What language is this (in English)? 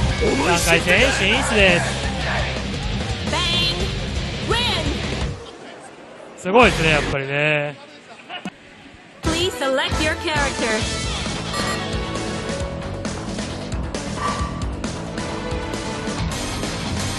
Japanese